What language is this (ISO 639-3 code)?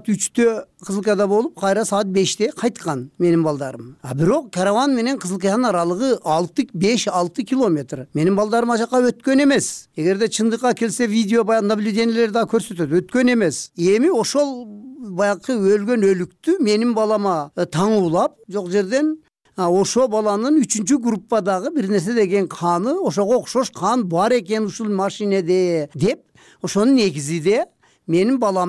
kir